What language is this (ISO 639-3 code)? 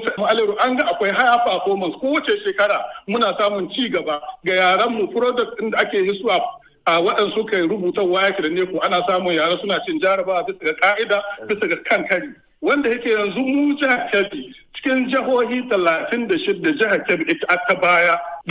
hau